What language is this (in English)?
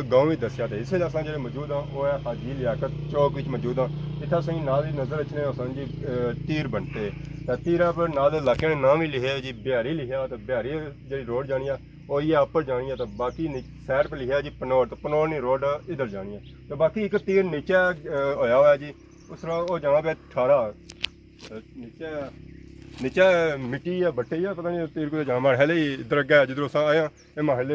Pahari-Potwari